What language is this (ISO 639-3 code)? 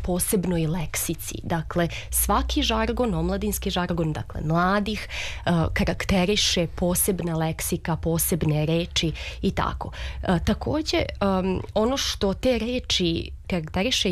srp